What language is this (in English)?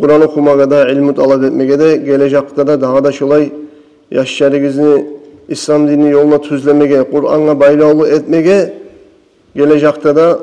Kumyk